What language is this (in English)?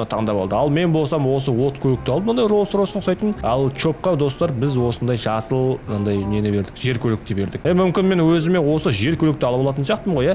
Kazakh